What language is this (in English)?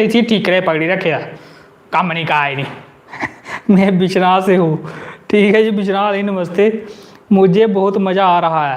Dogri